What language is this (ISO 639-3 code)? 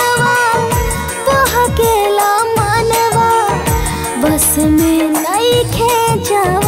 bho